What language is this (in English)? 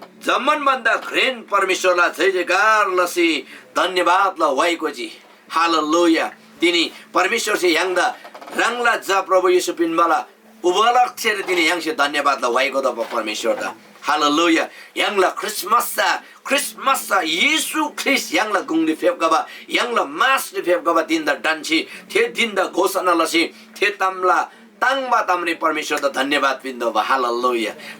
Eastern Tamang